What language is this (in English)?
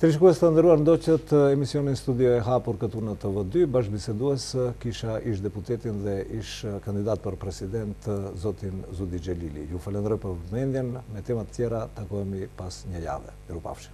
Albanian